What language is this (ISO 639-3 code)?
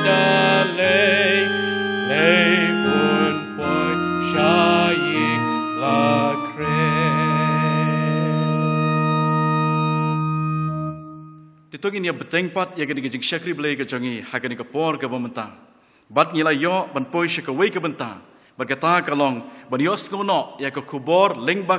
kha